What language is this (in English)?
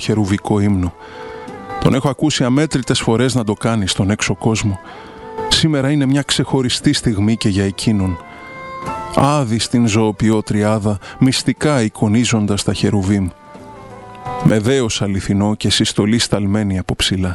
Greek